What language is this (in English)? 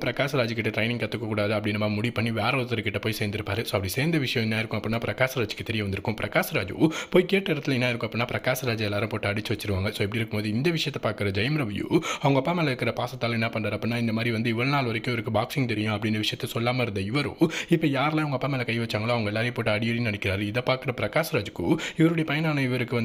Tamil